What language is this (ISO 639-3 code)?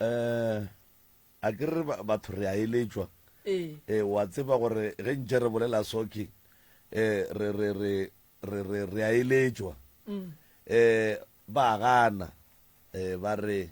nso